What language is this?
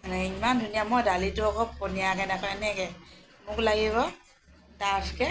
Assamese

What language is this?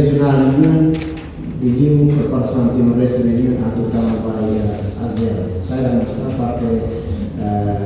Tetum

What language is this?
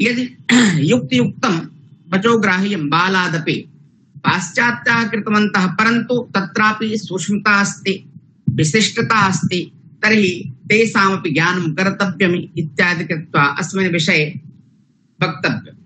Sanskrit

